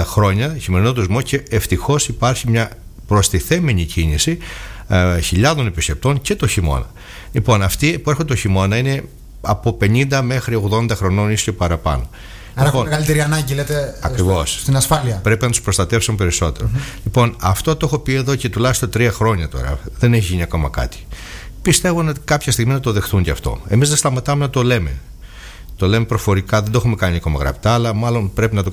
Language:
Greek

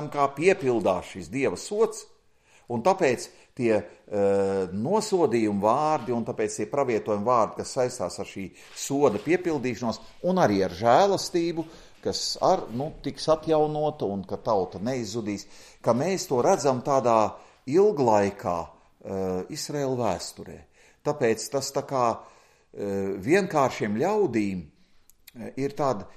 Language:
Latvian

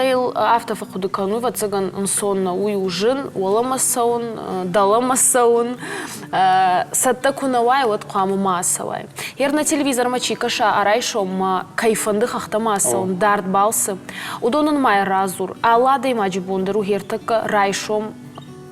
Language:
Ossetic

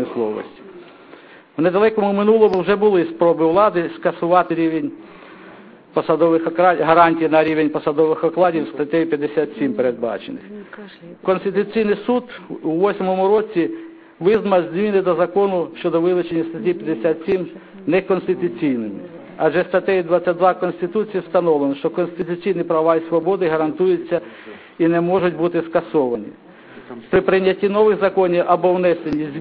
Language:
Ukrainian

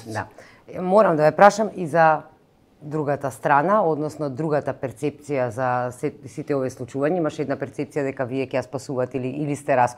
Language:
Macedonian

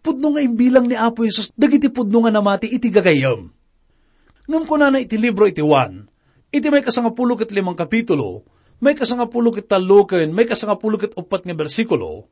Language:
Iloko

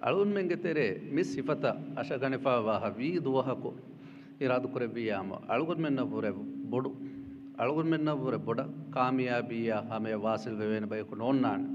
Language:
Divehi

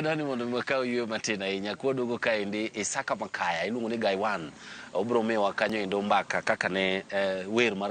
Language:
Luo (Kenya and Tanzania)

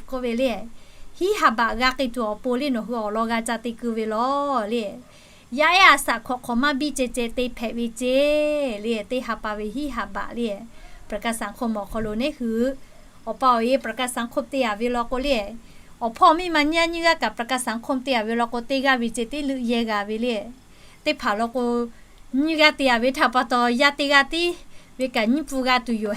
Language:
Lahu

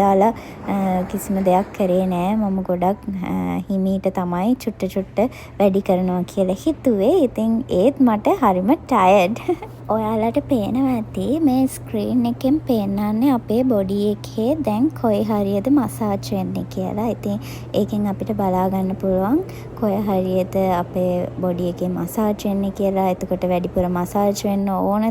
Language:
Sinhala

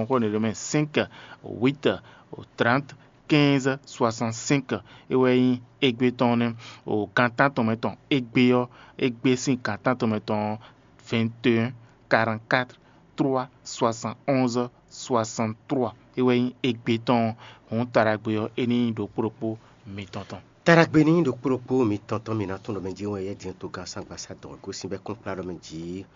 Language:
Fon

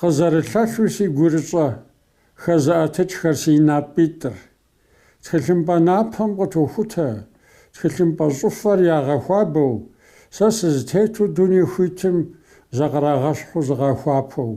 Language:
Kabardian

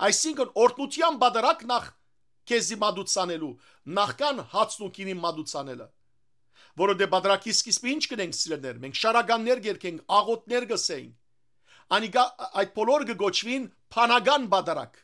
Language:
Western Armenian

